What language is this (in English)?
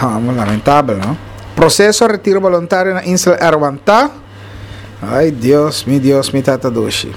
Papiamento